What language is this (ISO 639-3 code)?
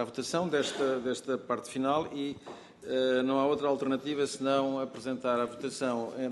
por